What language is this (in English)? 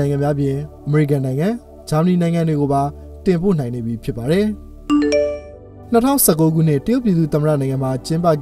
Burmese